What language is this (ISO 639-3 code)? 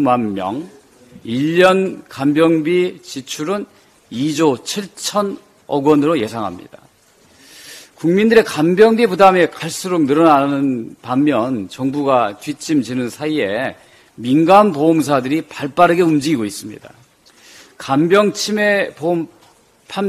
kor